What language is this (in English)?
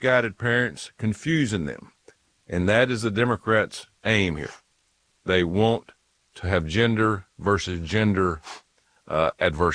English